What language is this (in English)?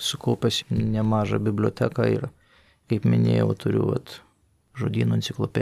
Lithuanian